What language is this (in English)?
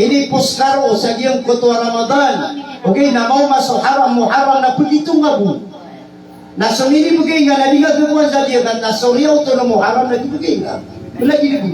Maranao